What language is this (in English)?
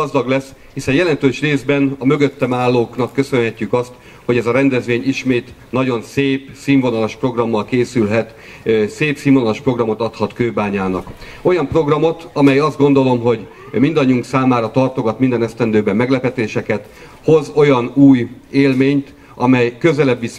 Hungarian